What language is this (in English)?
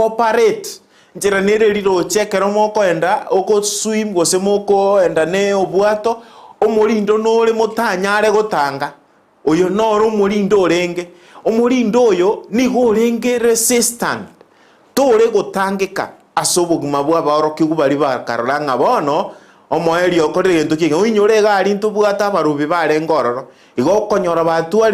Gusii